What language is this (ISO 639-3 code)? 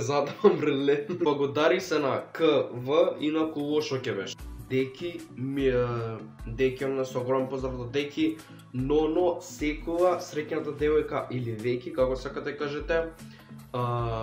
mkd